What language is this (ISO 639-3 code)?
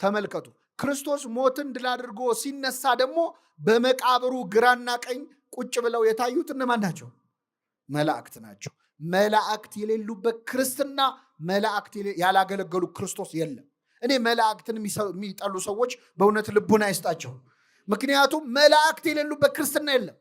amh